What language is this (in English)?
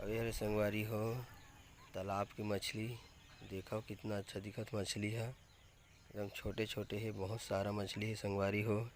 Chhattisgarhi